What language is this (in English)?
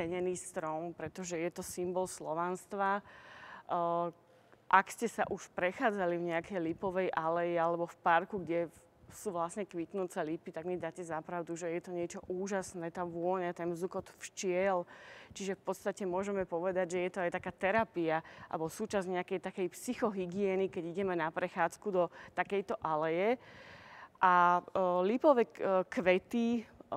Slovak